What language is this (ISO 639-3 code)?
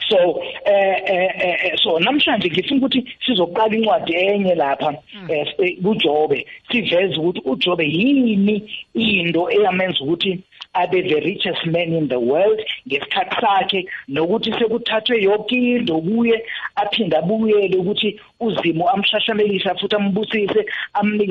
nbl